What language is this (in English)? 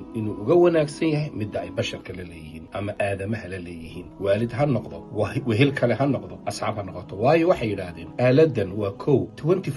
Somali